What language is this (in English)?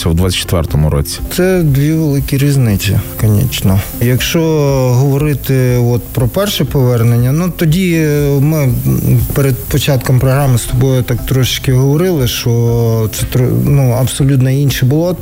Ukrainian